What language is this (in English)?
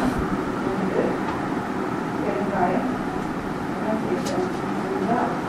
Tamil